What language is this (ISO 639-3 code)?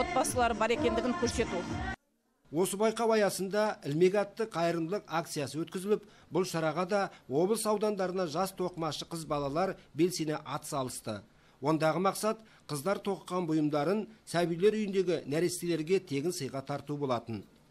kaz